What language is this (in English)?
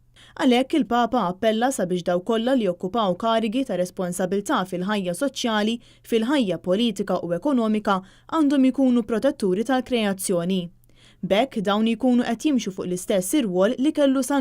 Maltese